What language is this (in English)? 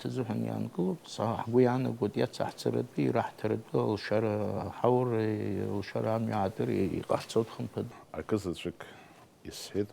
Abkhazian